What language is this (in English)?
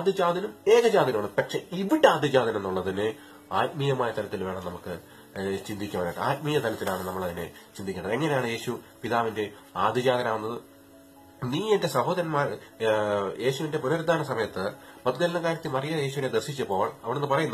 Malayalam